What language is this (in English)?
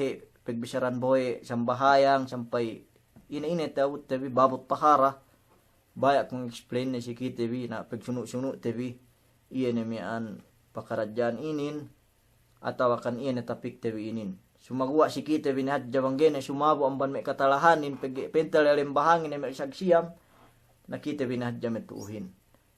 Yakan